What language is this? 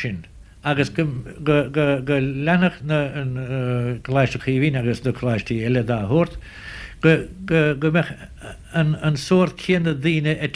Irish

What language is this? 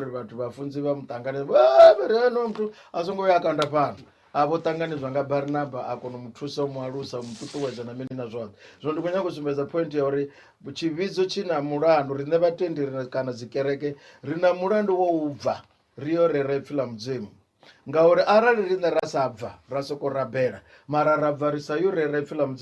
Venda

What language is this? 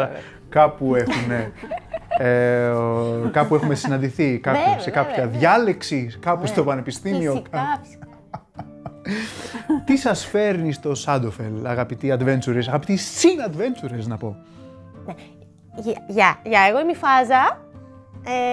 Greek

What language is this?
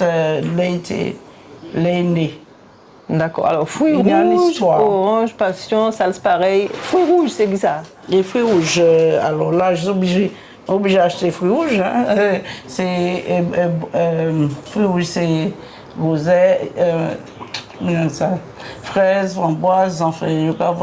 Guadeloupean Creole French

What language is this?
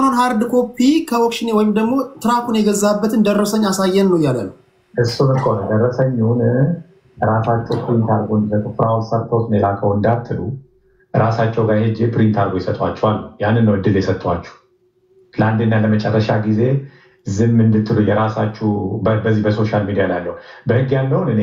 Amharic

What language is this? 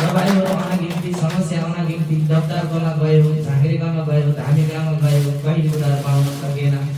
Nepali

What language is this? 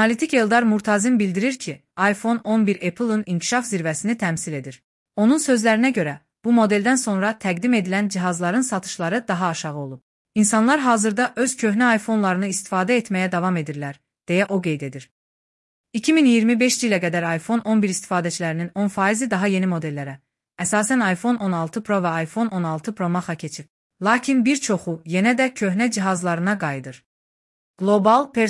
Azerbaijani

